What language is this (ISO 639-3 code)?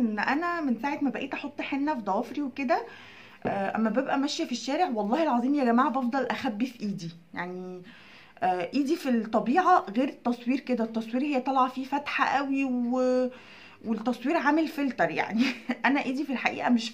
arz